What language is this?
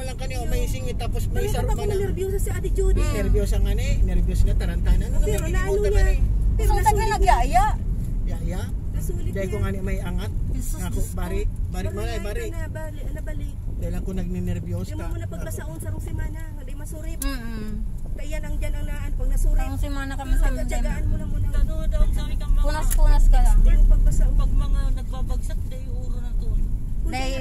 Bikol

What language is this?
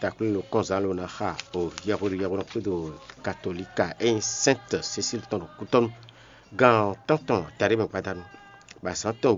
Fon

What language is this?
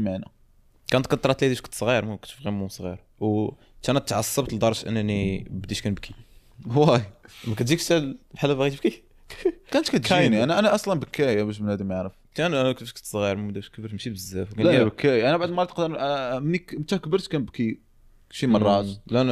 Moroccan Arabic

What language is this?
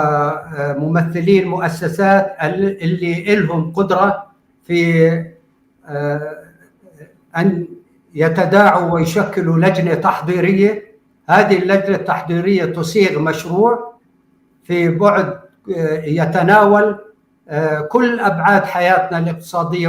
North Levantine Arabic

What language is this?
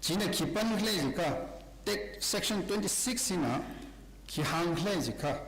Tangkhul Naga (India)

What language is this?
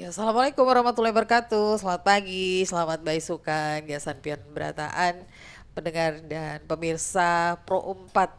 Banjar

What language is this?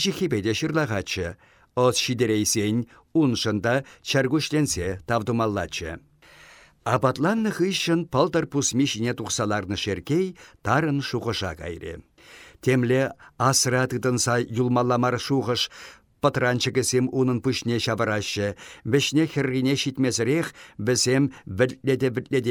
Chuvash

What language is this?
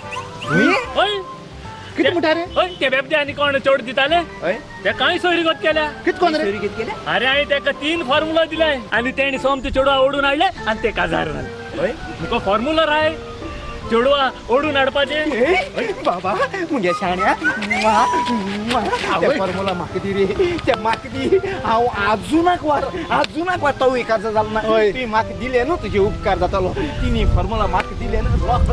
Konkani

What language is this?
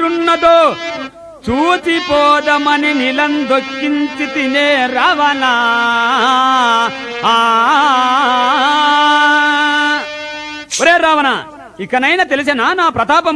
Telugu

